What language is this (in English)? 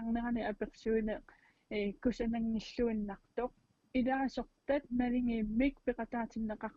Kalaallisut